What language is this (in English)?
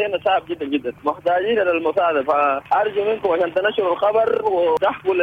Sudanese Arabic